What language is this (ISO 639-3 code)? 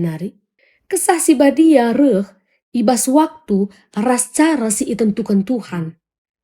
btx